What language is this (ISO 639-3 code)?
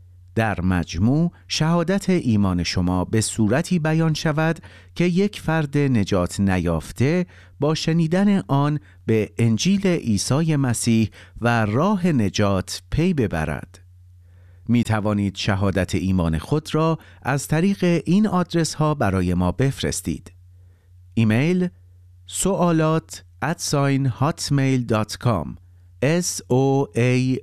fas